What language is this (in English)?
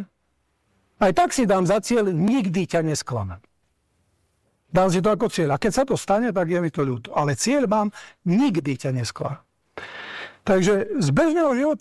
Slovak